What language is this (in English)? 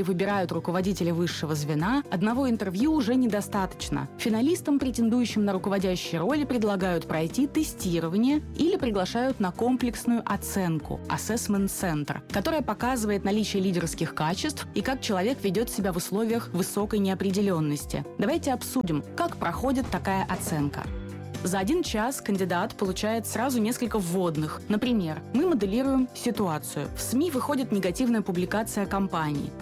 Russian